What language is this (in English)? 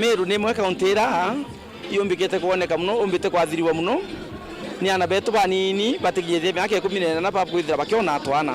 Meru